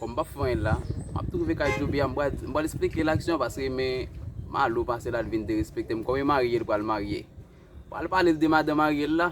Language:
Haitian Creole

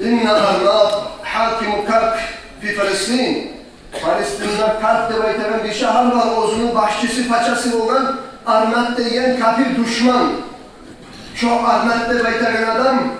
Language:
Kumyk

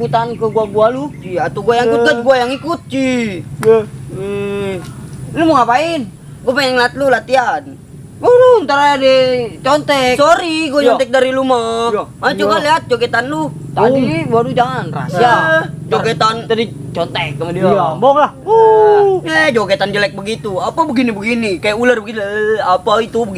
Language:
Betawi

